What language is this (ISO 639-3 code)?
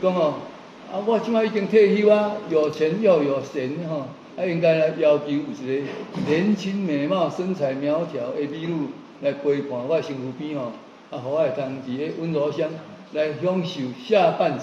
nan